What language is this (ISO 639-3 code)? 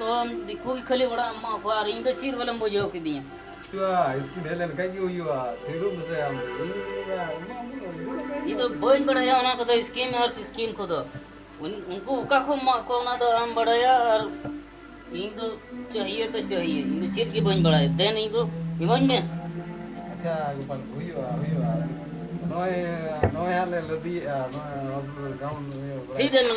sat